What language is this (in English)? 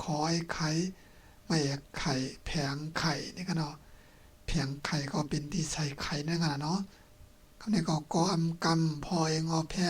Shan